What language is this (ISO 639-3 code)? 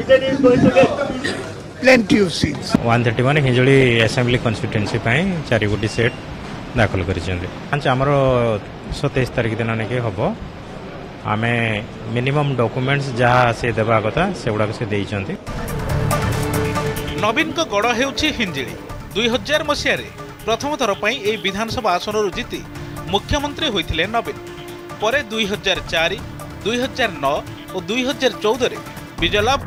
ori